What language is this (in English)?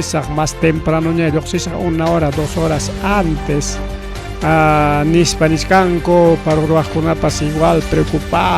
Ayacucho Quechua